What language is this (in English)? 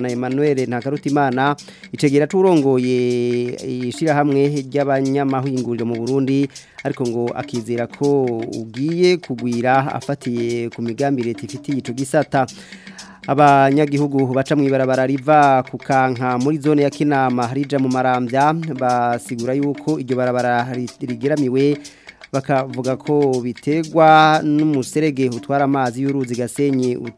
Rundi